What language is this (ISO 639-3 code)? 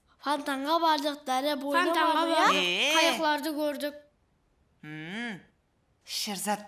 kaa